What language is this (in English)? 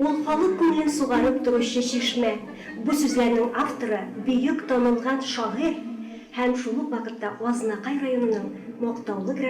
Tatar